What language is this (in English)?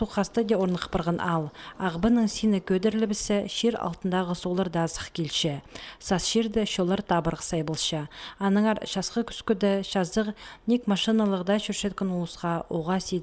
Khakas